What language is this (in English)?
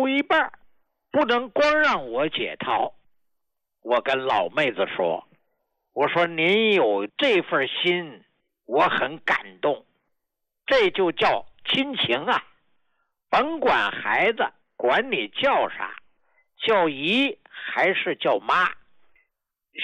Chinese